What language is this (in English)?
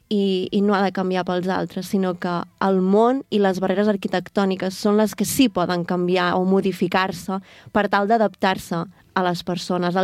Catalan